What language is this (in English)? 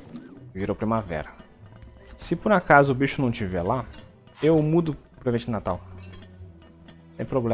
Portuguese